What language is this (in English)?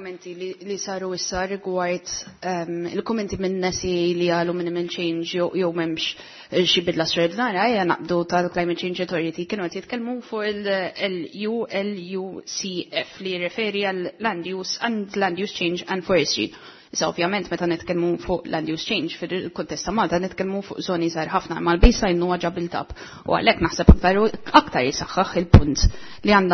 Maltese